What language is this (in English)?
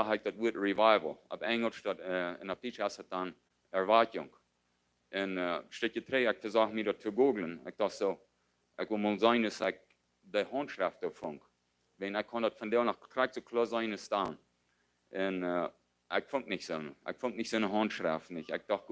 Plautdietsch